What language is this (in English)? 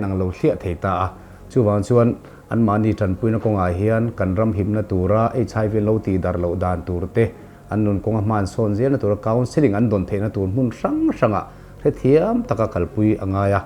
Mizo